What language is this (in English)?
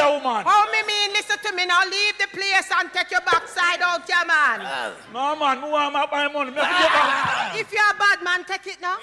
Jamaican Creole English